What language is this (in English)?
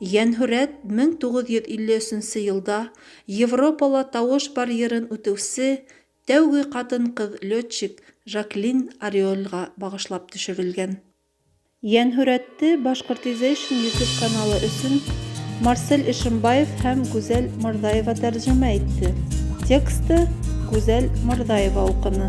Bashkir